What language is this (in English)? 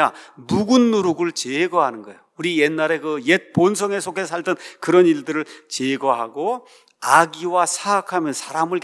Korean